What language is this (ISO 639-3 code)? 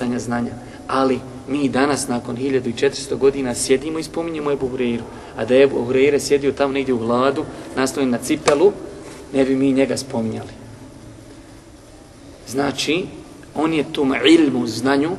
bos